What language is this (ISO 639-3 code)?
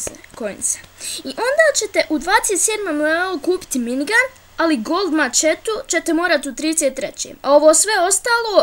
bos